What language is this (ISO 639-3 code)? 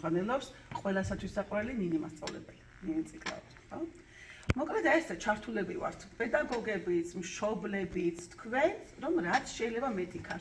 kat